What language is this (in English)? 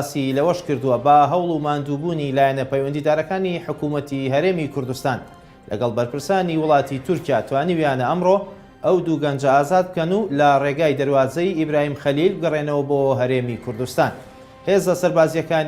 Central Kurdish